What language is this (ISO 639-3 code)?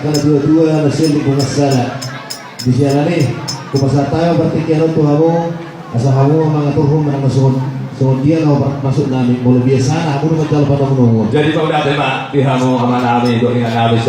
bbc